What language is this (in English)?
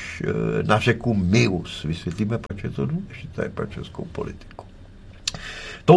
Czech